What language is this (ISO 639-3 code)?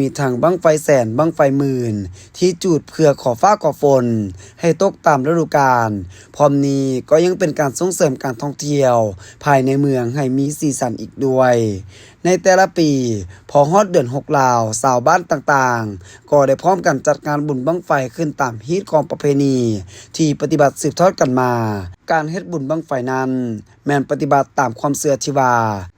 lao